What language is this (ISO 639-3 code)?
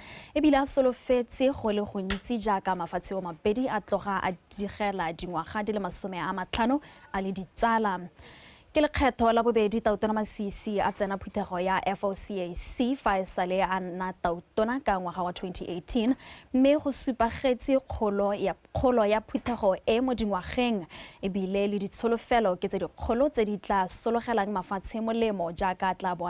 tsn